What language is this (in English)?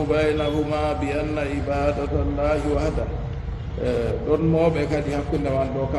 Fula